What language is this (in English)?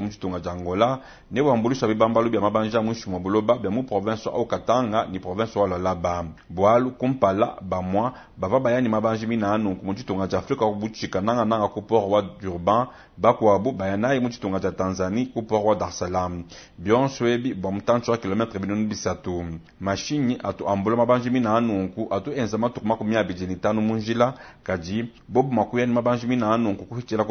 Luba-Lulua